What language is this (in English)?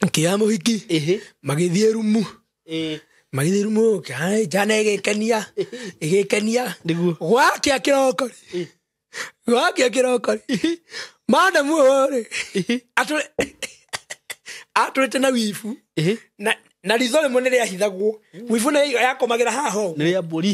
Kikuyu